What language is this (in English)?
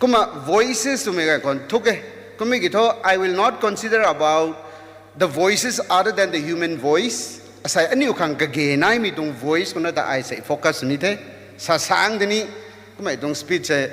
Rongmei Naga